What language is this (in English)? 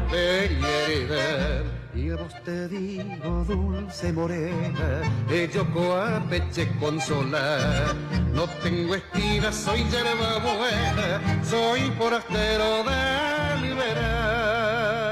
Guarani